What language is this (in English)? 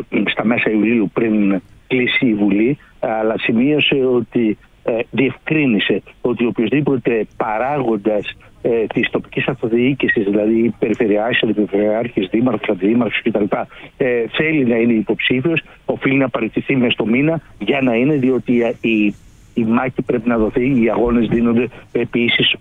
Greek